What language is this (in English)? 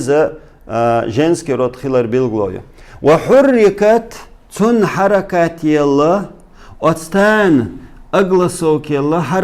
Chechen